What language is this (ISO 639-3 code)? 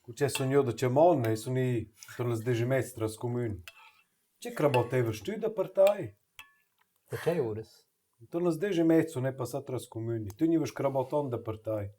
roh